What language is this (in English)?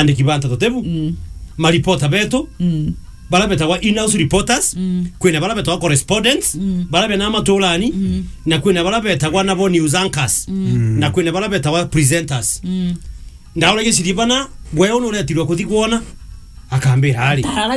Meru